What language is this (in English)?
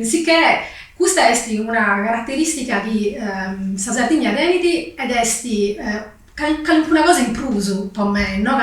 Sardinian